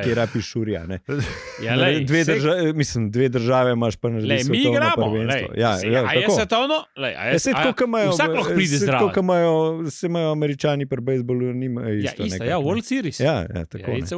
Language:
Slovenian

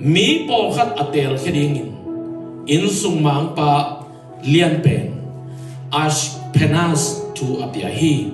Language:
Tedim Chin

